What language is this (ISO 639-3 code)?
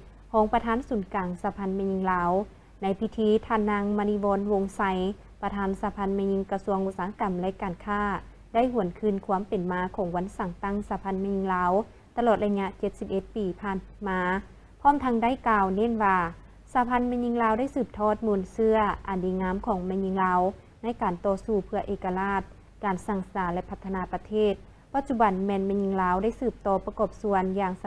lao